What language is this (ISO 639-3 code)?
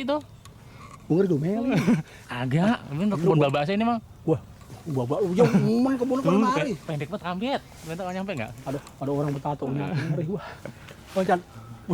bew